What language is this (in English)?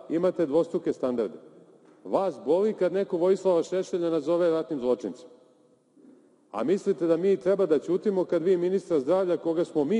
Serbian